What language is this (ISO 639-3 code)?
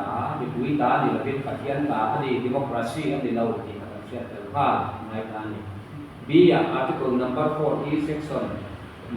lus